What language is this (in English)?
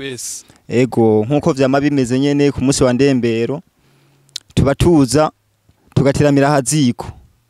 Rundi